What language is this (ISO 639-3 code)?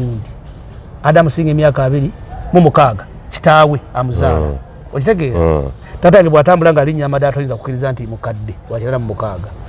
lug